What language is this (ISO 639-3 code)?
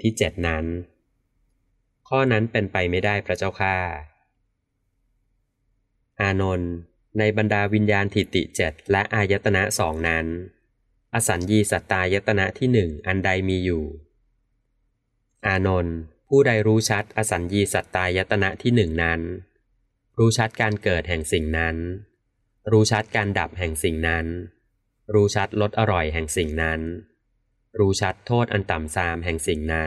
tha